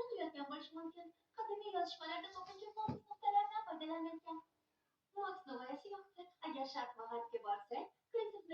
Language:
Uzbek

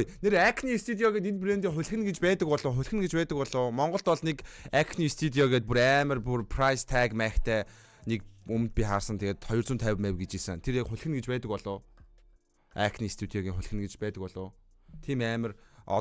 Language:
Mongolian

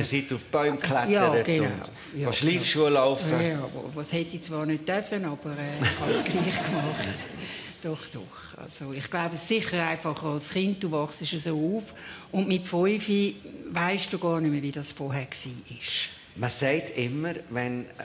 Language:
Swiss German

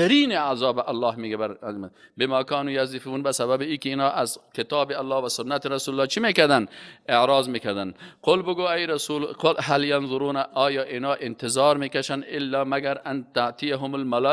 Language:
Persian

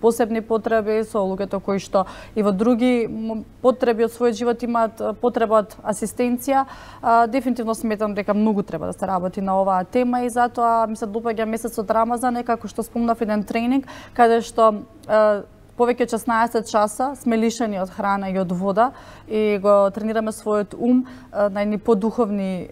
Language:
Macedonian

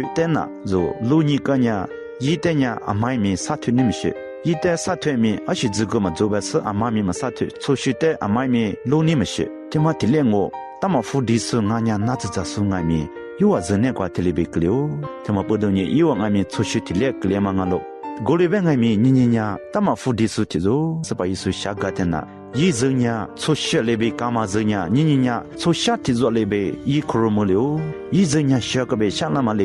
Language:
Lisu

